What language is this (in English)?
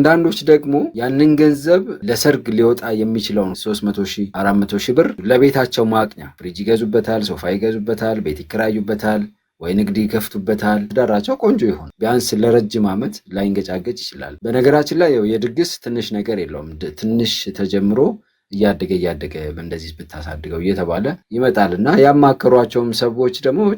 Amharic